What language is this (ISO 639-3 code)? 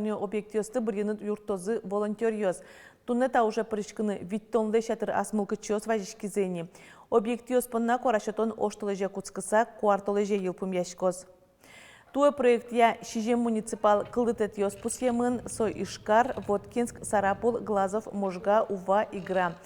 udm